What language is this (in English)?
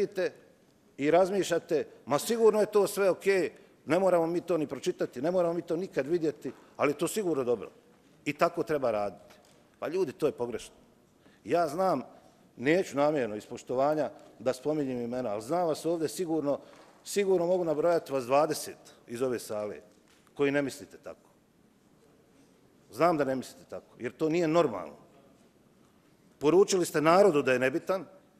Bosnian